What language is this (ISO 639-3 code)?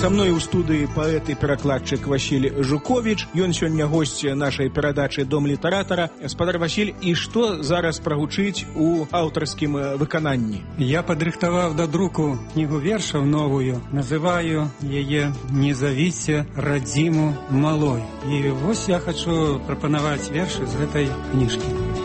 bel